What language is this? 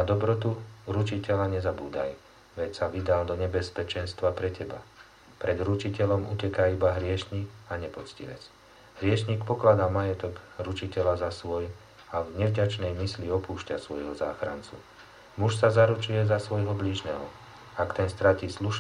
Slovak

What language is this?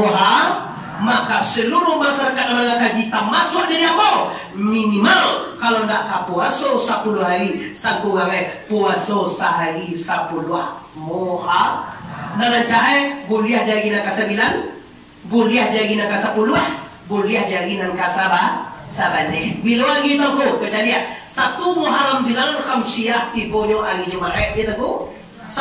Minangkabau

